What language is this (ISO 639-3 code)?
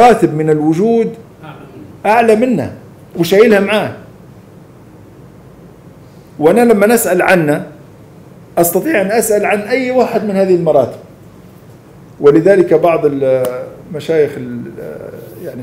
ayl